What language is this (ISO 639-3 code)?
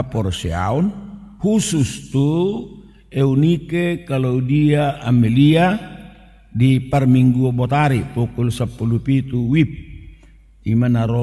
bbc